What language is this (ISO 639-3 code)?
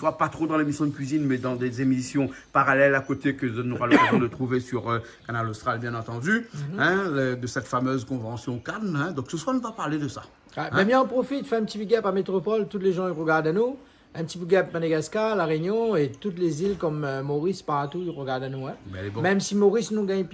rcf